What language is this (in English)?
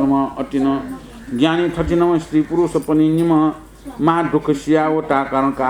Newari